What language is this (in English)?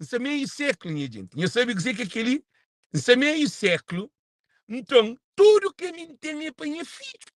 Kabuverdianu